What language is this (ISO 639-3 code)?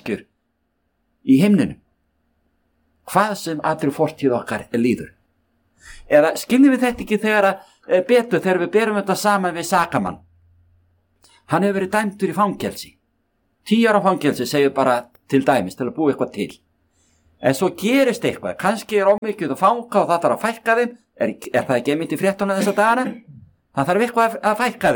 isl